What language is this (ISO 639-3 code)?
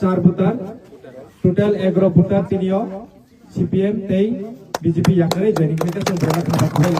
trp